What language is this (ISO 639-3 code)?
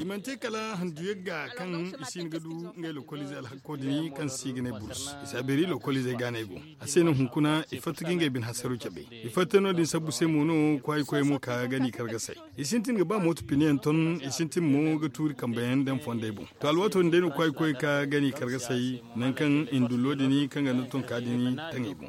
dje